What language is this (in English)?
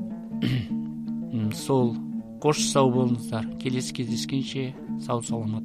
Kazakh